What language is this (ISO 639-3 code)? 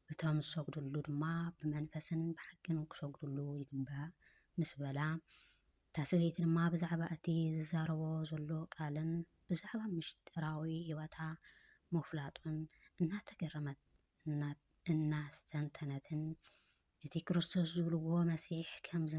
tir